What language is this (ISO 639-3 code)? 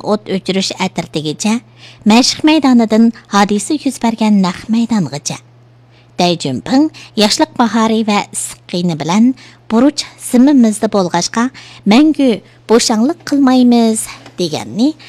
uig